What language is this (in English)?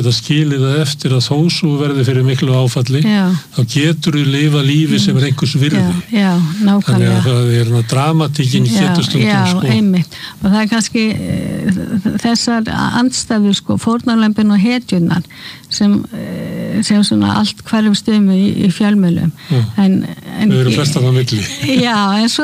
Icelandic